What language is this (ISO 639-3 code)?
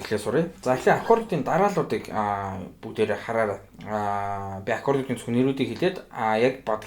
mon